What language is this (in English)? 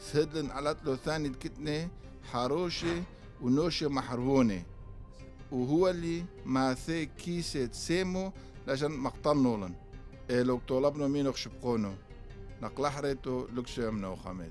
Turoyo